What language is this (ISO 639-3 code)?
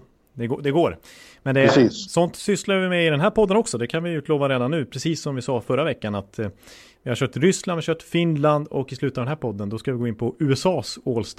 swe